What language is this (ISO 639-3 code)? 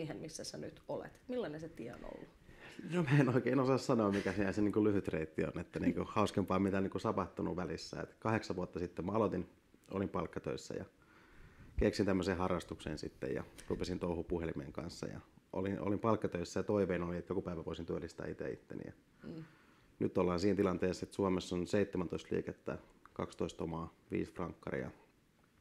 fin